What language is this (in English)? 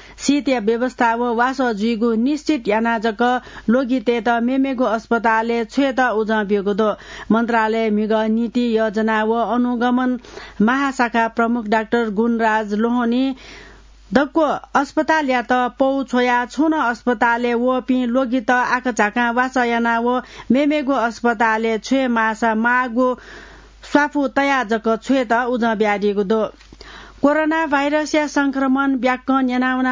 Newari